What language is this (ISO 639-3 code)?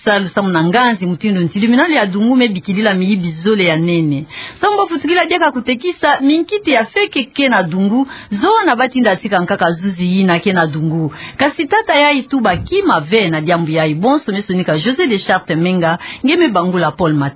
ktu